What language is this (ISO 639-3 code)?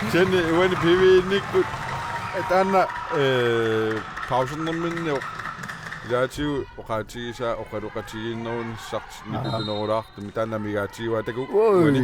kal